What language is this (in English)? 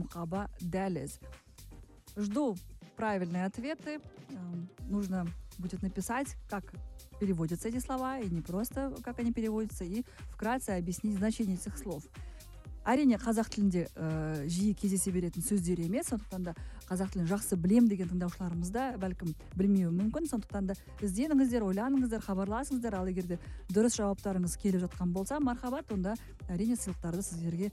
Kazakh